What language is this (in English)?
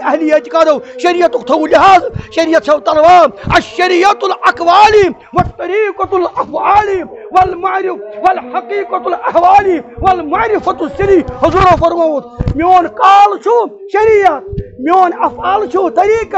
Kashmiri